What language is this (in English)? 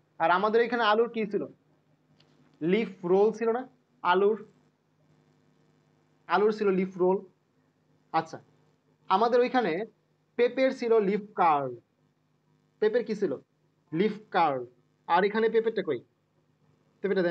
Bangla